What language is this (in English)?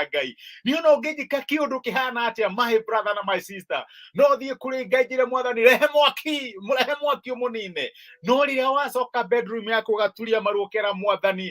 Kikuyu